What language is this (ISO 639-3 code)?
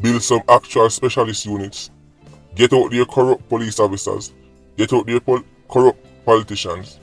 jam